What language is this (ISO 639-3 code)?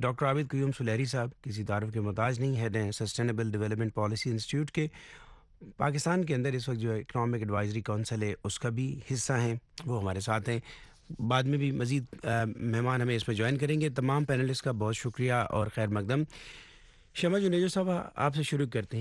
urd